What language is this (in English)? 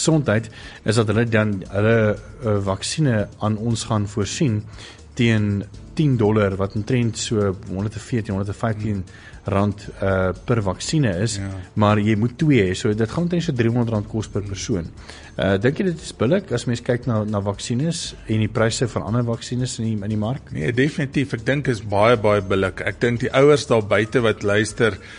Afrikaans